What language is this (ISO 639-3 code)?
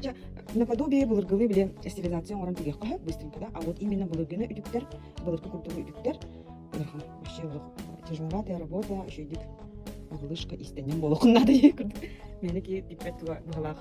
sah